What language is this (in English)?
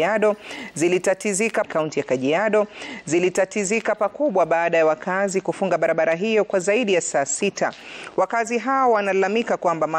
Swahili